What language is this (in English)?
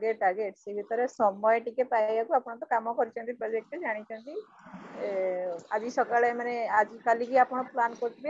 Odia